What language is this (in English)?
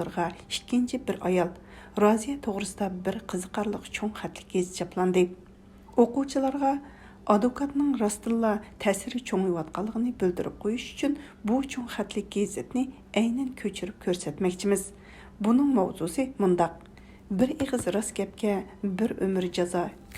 Uyghur